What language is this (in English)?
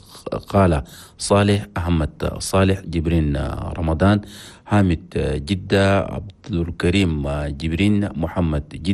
Chadian Arabic